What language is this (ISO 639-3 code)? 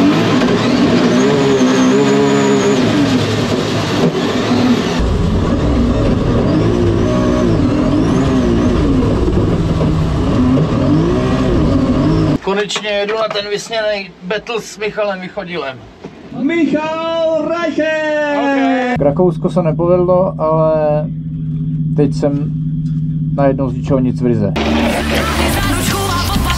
ces